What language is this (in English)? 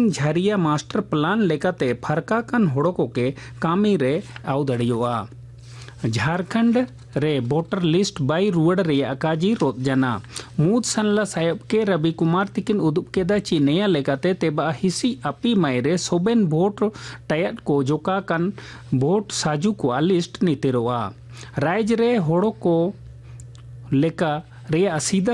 Hindi